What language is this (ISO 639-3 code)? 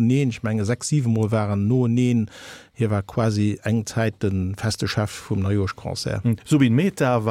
ltz